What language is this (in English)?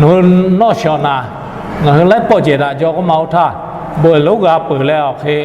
Lahu